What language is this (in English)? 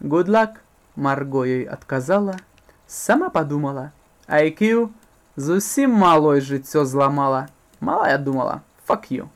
Belarusian